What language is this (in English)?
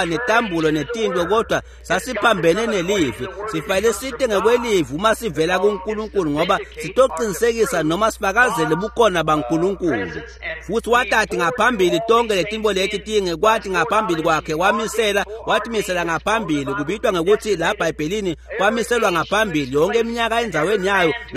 Swati